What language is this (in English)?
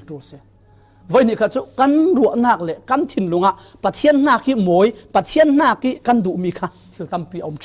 Falam Chin